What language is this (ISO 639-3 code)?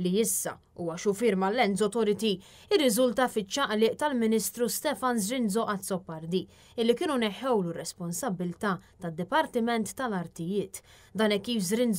mlt